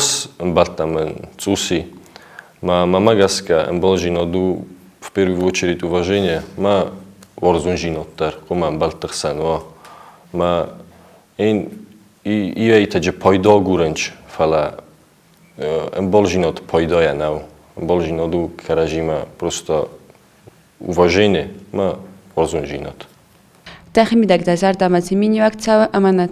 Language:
Ossetic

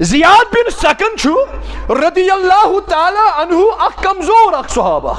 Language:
Kashmiri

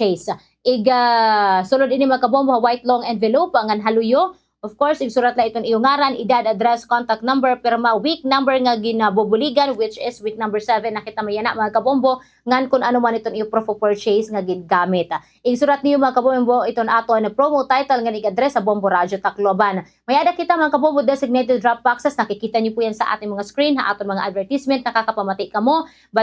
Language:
Waray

